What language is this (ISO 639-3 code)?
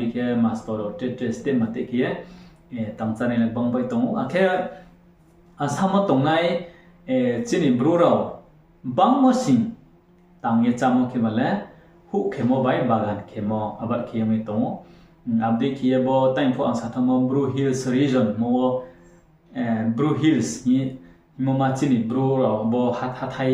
ria